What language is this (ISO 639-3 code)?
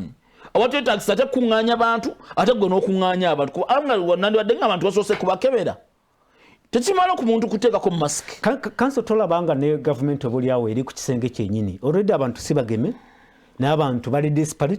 lug